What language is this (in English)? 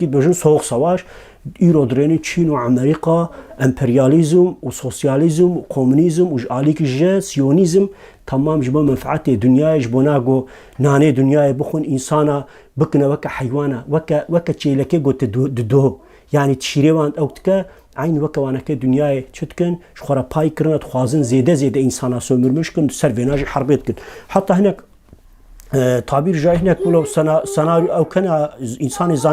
Kurdish